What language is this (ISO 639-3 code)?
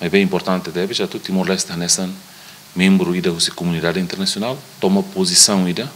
tet